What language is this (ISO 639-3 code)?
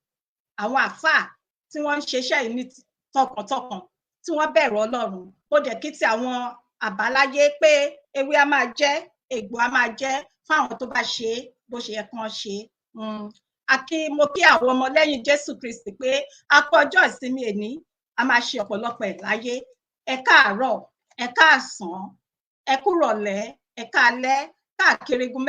yor